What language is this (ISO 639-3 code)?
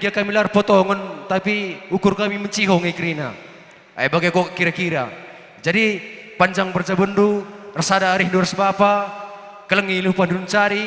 btx